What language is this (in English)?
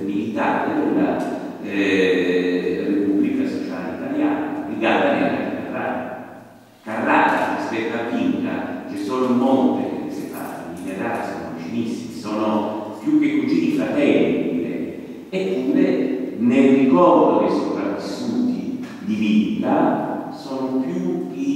Italian